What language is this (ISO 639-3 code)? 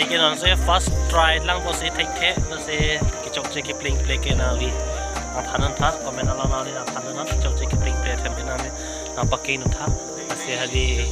mjw